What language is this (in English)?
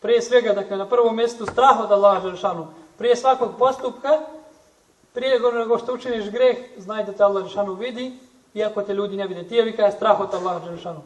Bosnian